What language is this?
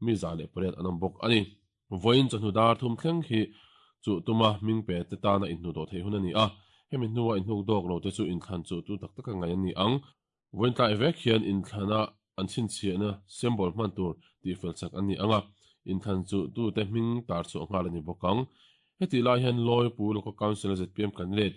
Mizo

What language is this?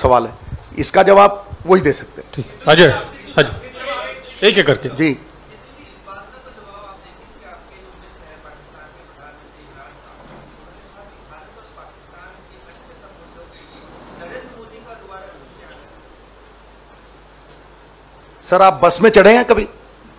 Hindi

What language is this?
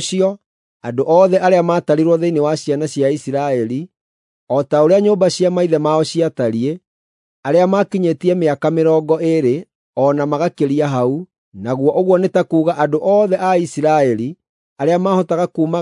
Kikuyu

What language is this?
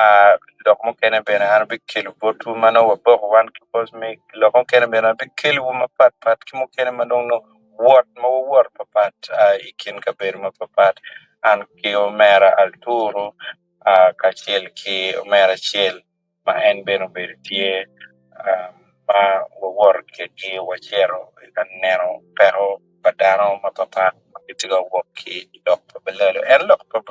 Acoli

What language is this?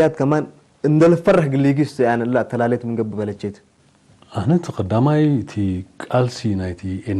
Tigre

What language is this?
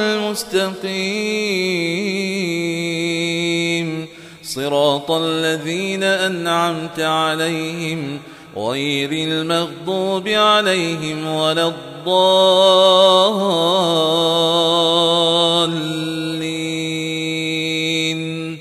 Arabic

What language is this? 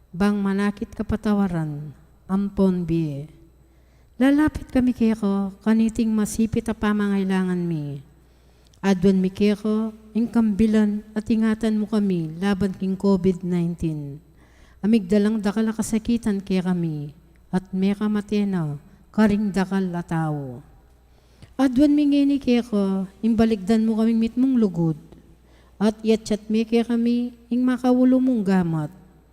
Pampanga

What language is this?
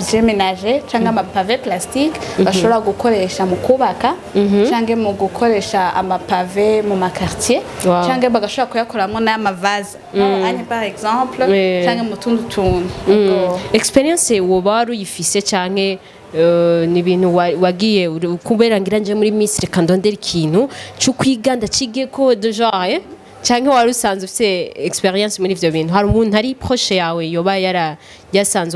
Rundi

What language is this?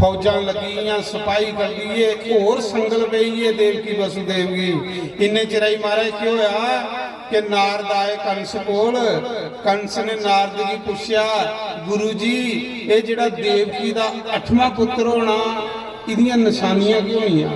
Dogri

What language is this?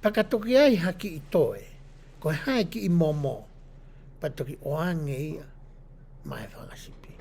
Tongan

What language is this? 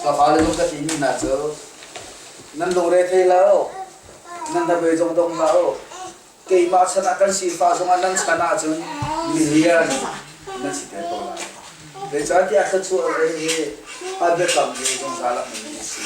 Hakha Chin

